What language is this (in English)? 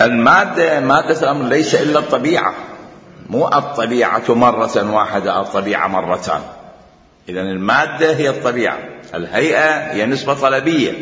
Mesopotamian Arabic